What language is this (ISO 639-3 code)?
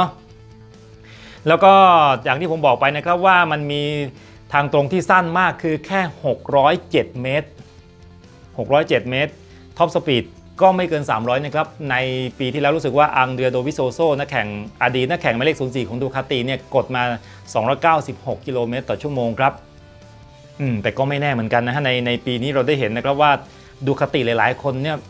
tha